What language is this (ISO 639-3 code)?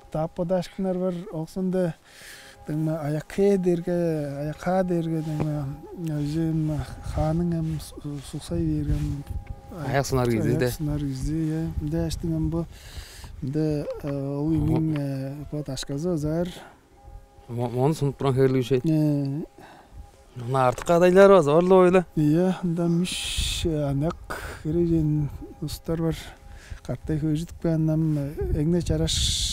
tyv